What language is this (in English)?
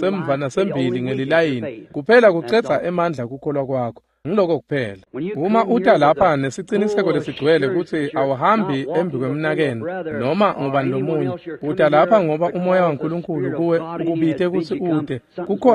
Swati